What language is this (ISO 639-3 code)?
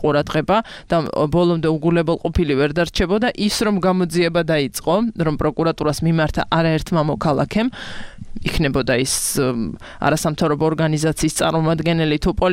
kat